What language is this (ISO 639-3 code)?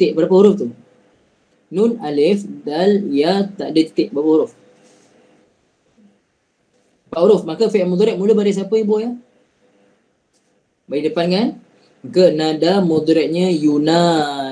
msa